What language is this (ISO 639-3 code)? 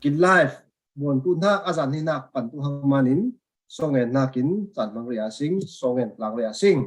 cfm